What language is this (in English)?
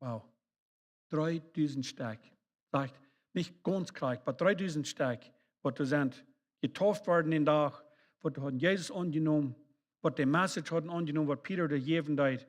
Plautdietsch